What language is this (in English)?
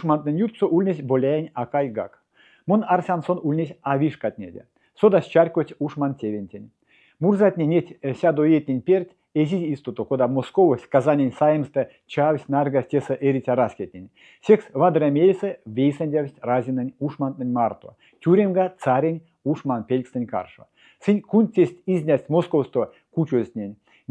Erzya